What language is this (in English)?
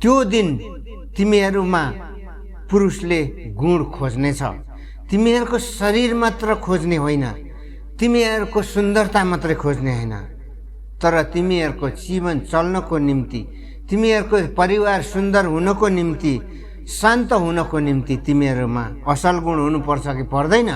Nepali